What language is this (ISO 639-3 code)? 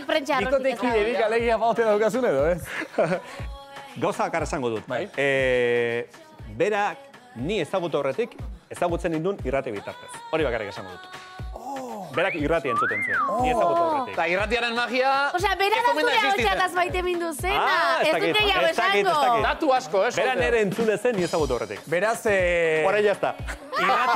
eus